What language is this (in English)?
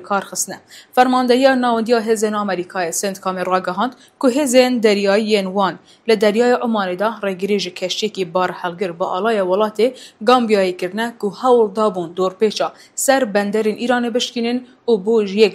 Kurdish